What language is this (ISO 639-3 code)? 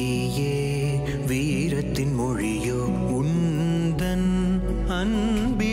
tam